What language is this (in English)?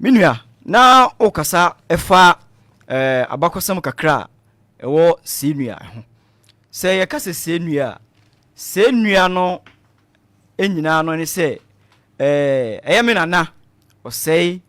Akan